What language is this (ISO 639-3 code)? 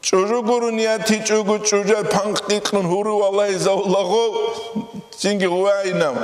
ava